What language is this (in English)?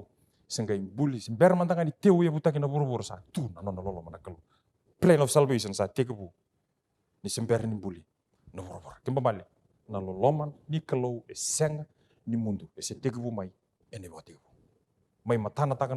Fijian